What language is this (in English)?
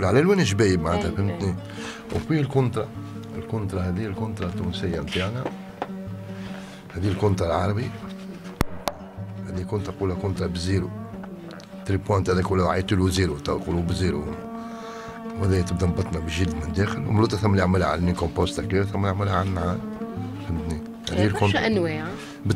Tunisian Arabic